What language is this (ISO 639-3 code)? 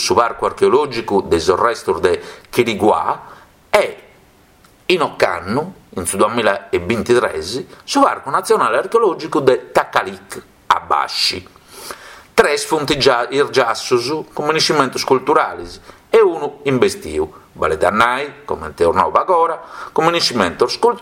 srd